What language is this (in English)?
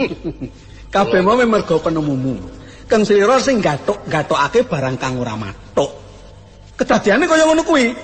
Javanese